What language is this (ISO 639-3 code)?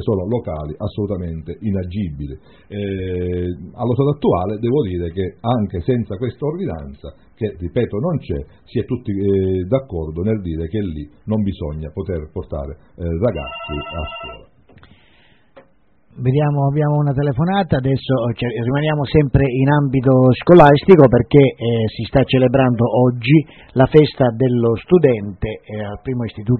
ita